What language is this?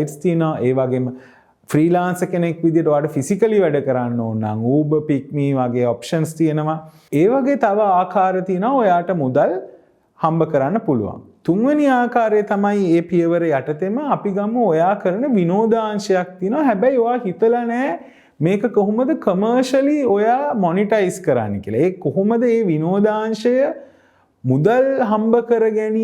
Sinhala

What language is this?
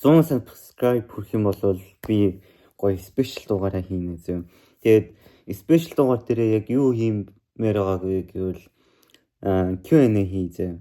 Mongolian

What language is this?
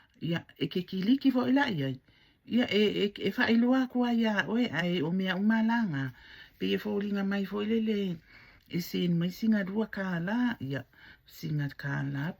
Samoan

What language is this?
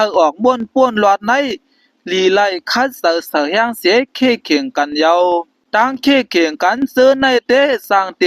Shan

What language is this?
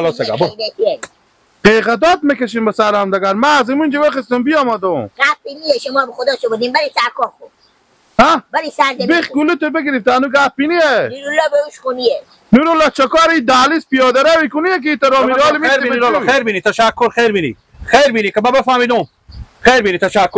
Hazaragi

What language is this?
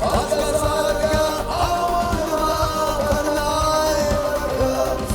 Ossetic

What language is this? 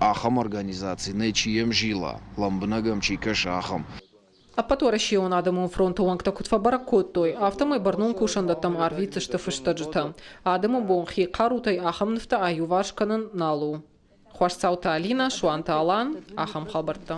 Ossetic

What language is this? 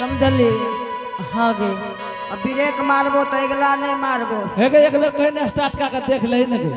Angika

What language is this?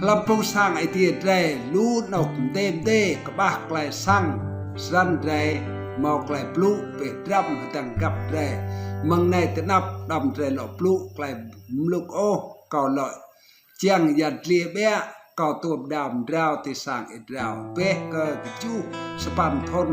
Rade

